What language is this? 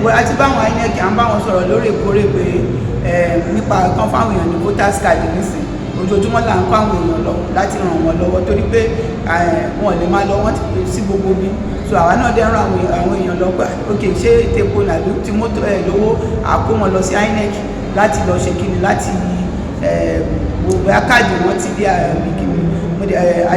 Yoruba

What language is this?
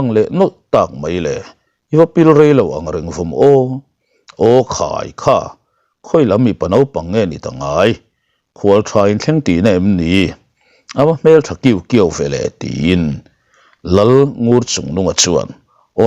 Mizo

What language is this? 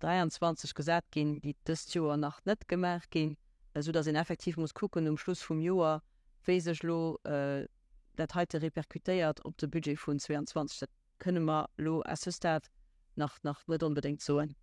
Luxembourgish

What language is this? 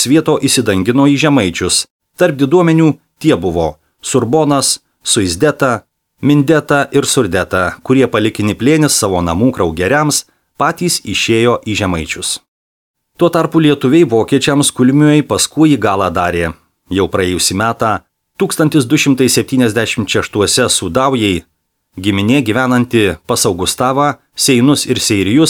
Lithuanian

